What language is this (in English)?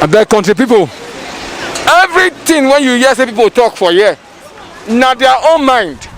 Nigerian Pidgin